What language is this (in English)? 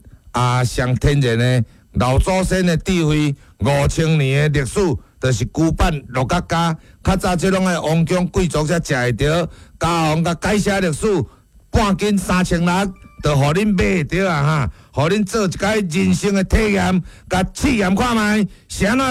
Min Nan Chinese